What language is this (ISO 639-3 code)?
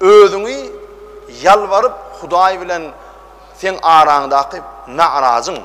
tuk